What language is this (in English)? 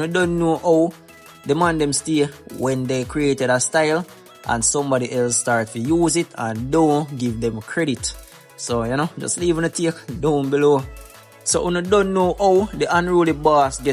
Jamaican Creole English